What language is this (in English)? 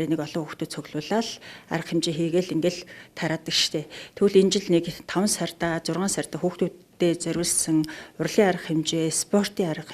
Mongolian